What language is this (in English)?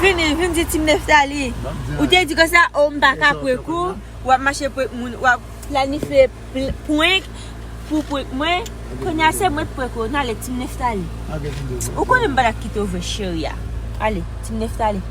Haitian Creole